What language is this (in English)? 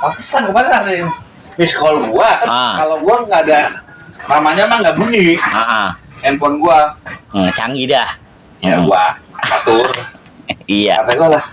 Betawi